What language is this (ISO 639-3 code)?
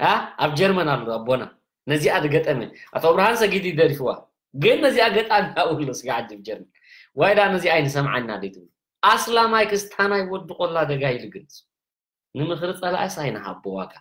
tir